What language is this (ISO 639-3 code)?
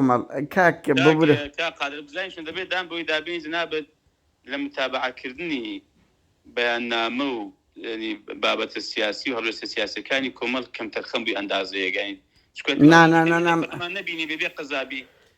ckb